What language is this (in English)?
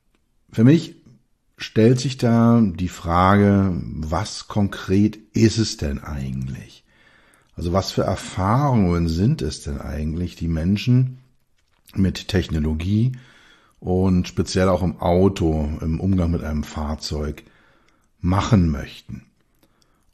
German